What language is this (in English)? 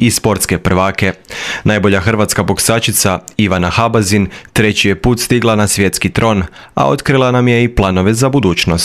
Croatian